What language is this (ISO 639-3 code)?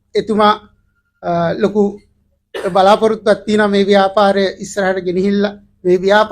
sin